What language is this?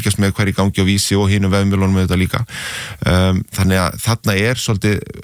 Icelandic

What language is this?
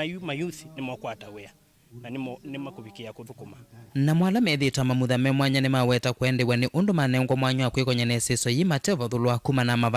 Kamba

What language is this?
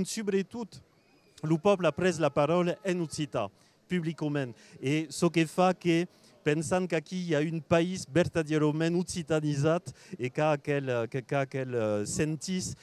Occitan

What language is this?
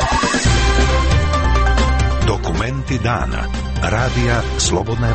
Croatian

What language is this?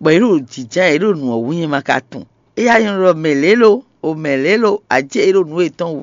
Fon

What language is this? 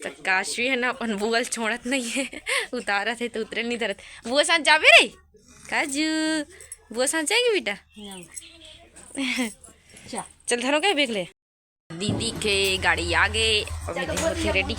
Chhattisgarhi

